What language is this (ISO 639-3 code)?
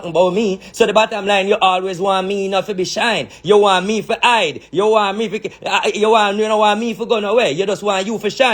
jam